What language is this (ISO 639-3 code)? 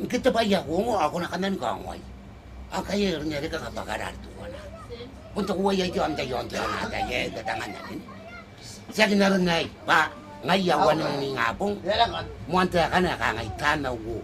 gil